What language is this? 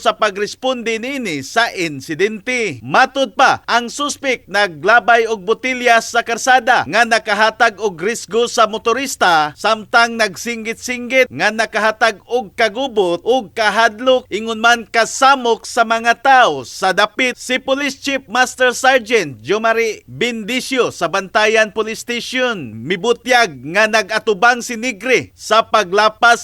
Cebuano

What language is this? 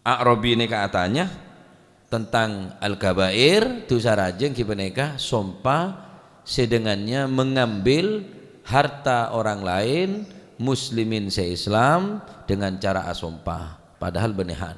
Madurese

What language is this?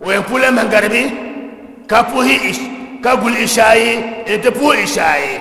Dagbani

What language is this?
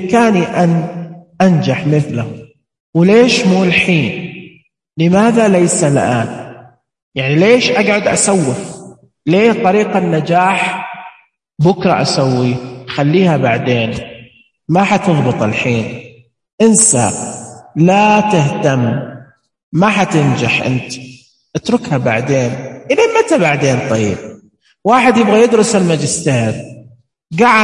Najdi Arabic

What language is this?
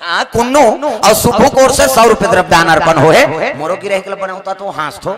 Chhattisgarhi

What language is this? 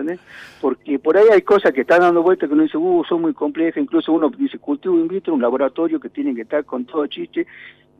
Spanish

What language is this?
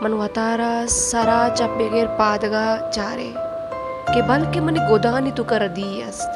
Baluchi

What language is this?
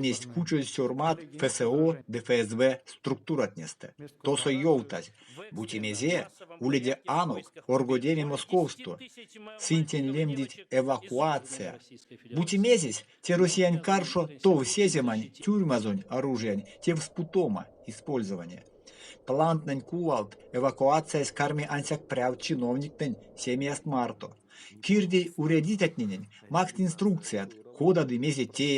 Erzya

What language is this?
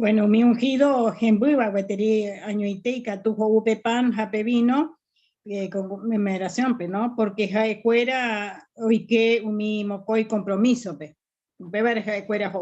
Guarani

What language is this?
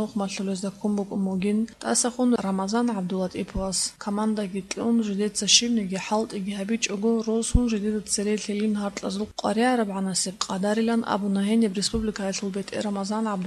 Avaric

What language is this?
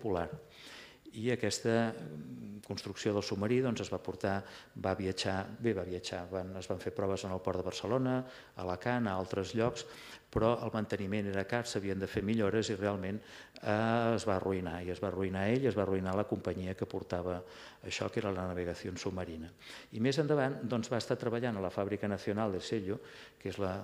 Catalan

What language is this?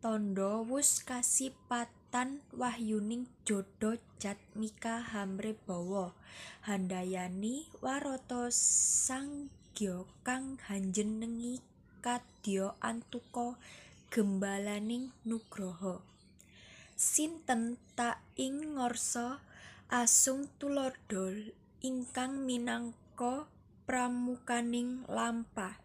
Javanese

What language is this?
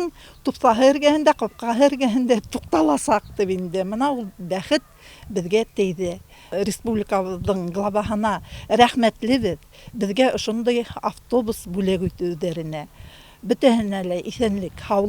Bashkir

